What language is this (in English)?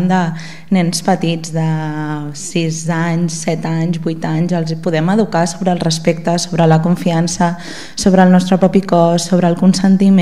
Catalan